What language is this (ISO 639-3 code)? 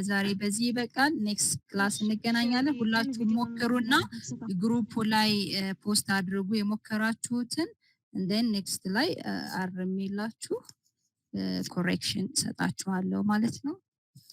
amh